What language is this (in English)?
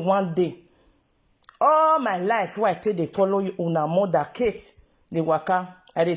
Nigerian Pidgin